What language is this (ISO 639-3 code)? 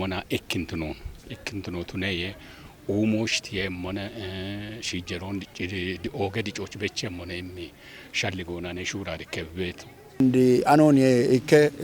kbr